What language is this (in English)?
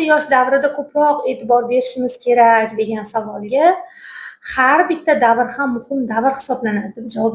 Uzbek